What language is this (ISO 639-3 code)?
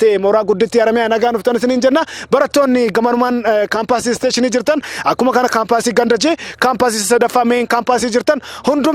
orm